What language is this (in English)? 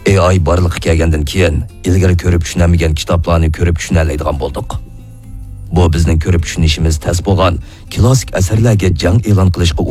Uyghur